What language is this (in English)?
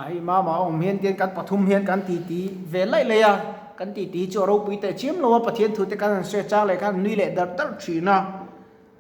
Mizo